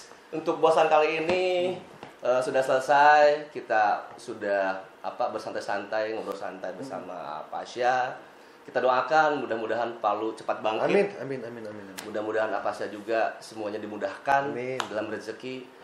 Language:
Indonesian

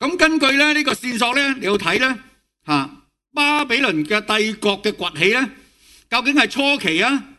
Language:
Cantonese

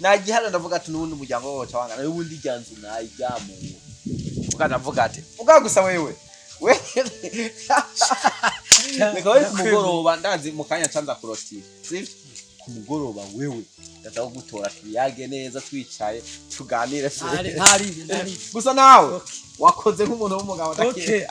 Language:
Rundi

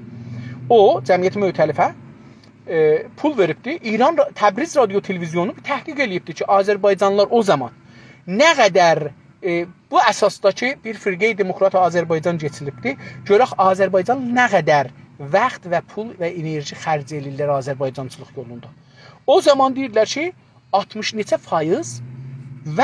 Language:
South Azerbaijani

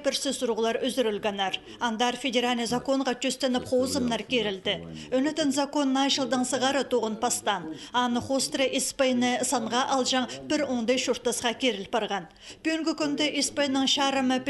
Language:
Khakas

